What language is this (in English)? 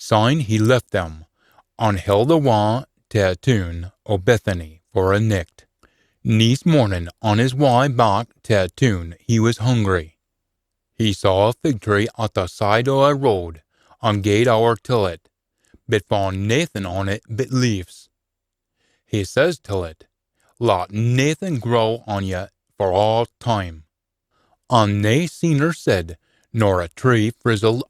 Scots